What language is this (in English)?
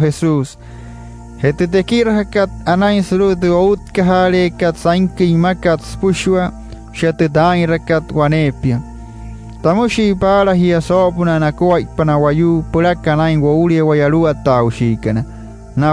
Wayuu